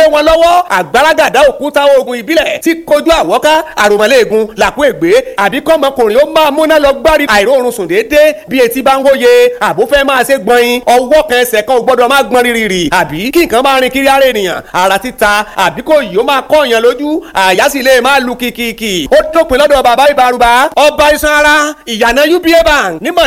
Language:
Yoruba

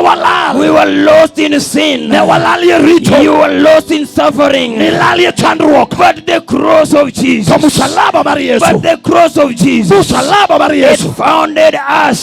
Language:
Luo (Kenya and Tanzania)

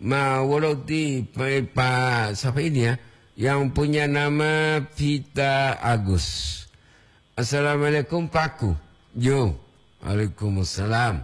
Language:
Gorontalo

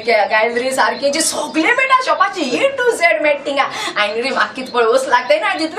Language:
Konkani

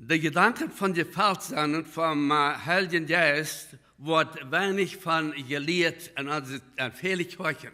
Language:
Plautdietsch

